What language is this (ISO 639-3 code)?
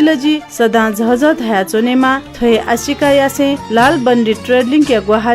new